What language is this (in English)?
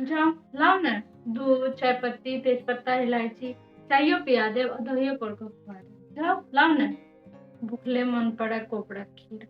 Maithili